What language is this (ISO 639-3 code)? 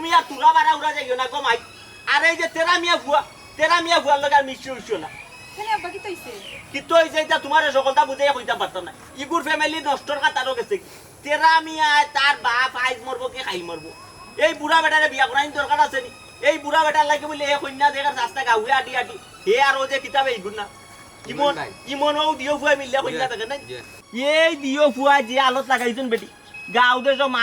syl